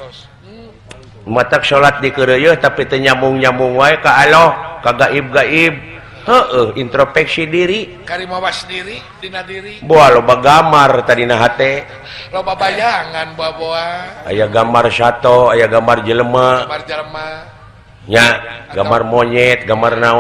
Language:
Sundanese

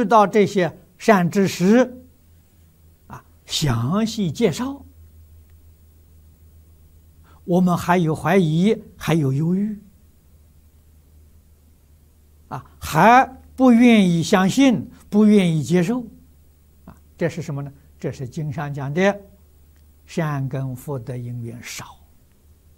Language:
Chinese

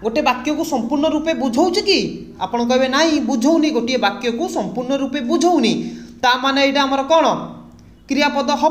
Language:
Odia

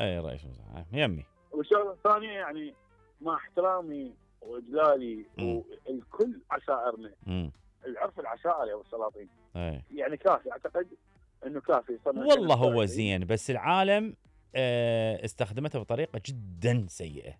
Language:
Mesopotamian Arabic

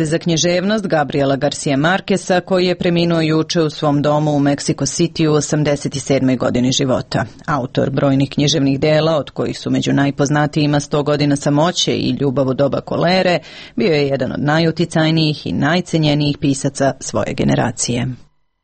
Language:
Serbian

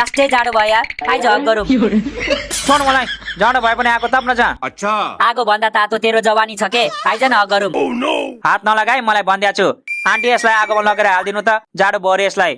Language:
Nepali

